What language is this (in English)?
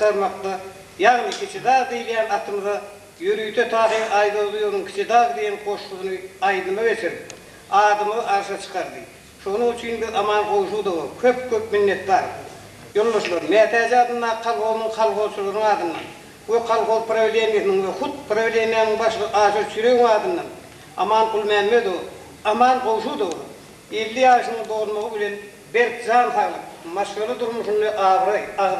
Turkmen